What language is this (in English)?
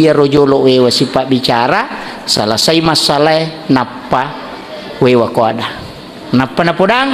Buginese